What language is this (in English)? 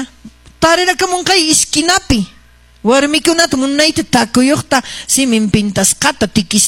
Quechua